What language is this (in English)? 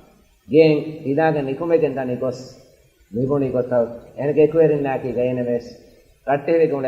Divehi